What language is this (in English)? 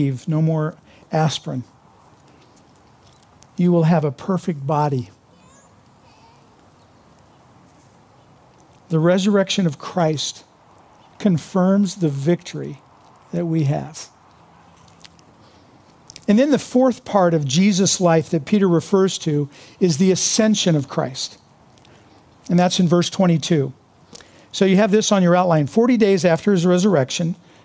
English